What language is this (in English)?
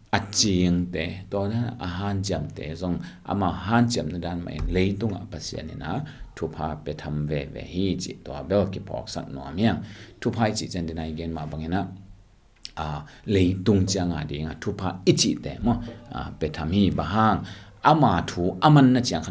Tedim Chin